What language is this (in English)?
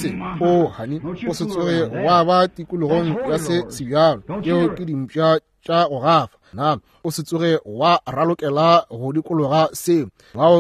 Northern Sotho